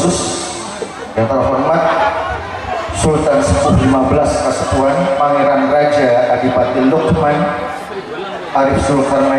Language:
Indonesian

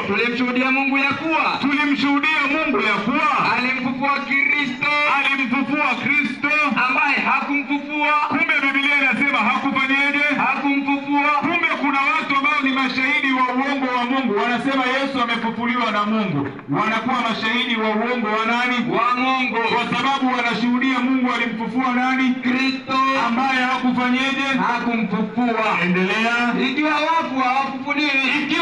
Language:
Swahili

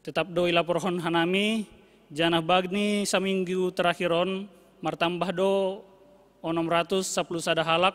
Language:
Batak Simalungun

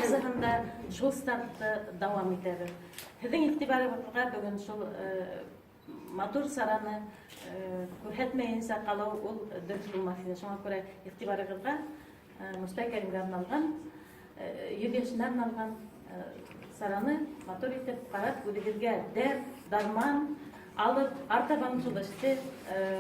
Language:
Bashkir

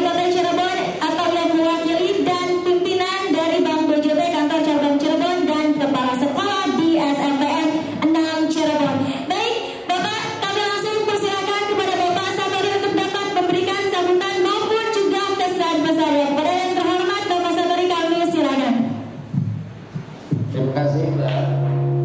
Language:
Indonesian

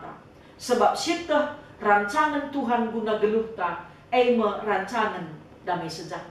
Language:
Batak Karo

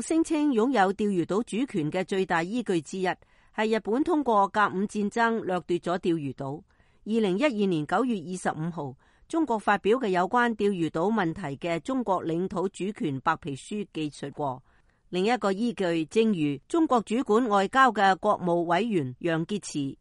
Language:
Cantonese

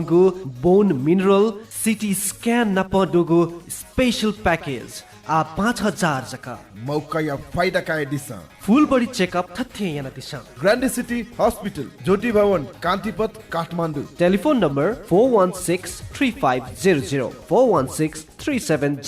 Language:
Newari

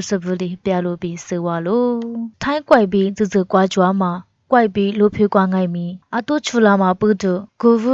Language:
Lisu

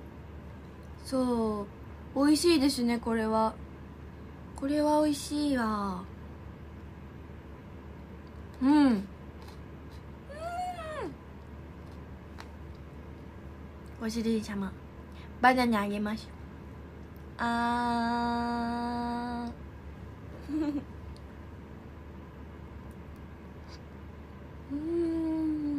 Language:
Japanese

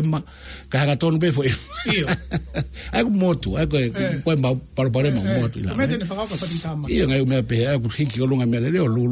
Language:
Tongan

